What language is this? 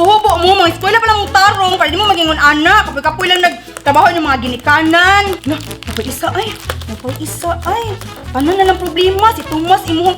Cebuano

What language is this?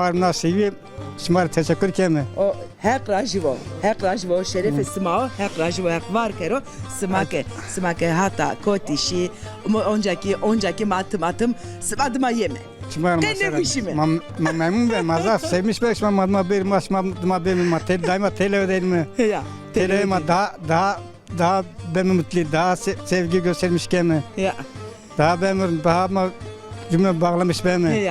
Zaza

